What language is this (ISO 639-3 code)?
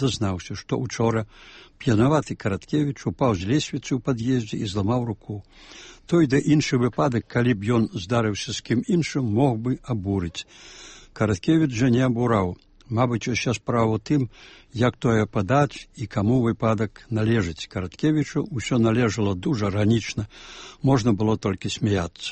bel